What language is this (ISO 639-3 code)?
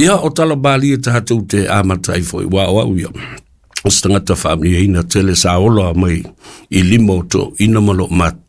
smo